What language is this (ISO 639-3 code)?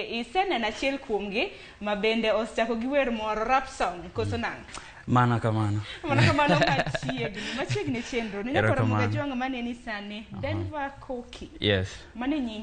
luo